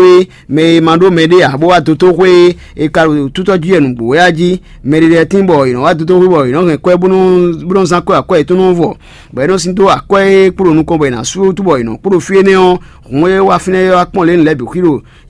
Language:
Fon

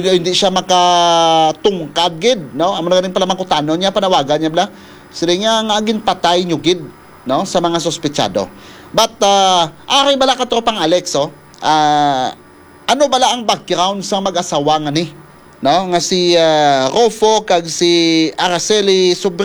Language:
Hiligaynon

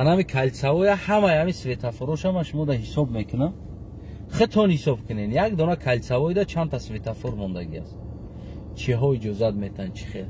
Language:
Tajik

